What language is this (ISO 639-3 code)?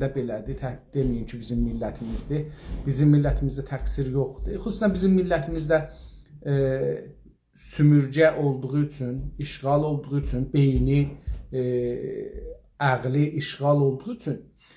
azb